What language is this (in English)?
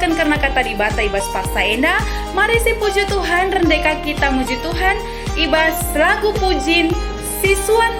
Batak Karo